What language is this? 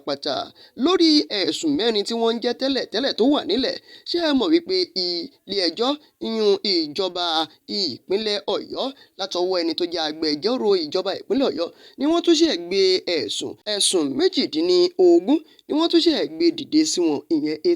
Yoruba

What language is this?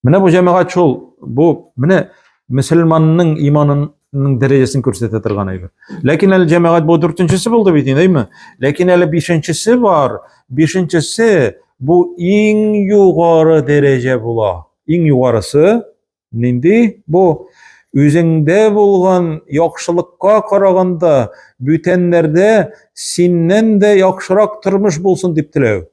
Tatar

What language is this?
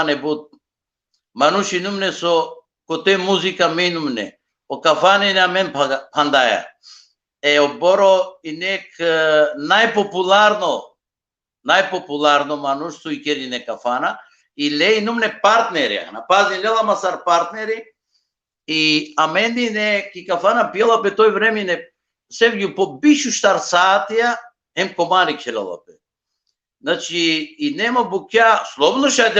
Balkan Romani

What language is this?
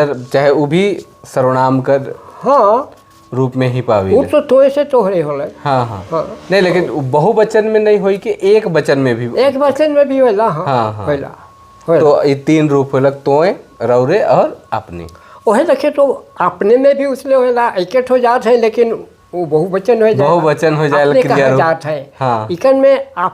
Sadri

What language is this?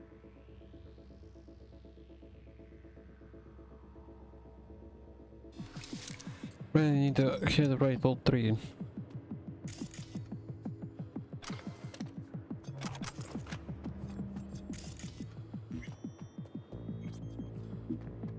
English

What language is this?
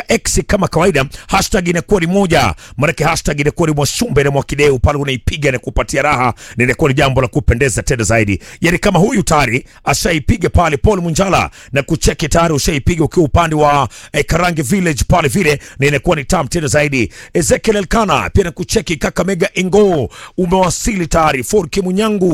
Swahili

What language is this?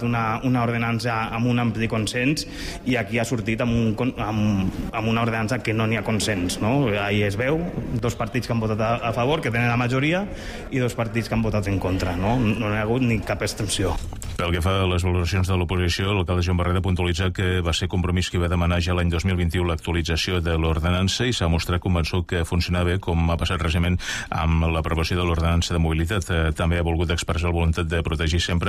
Catalan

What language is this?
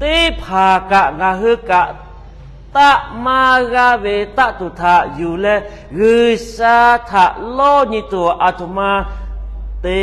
Lahu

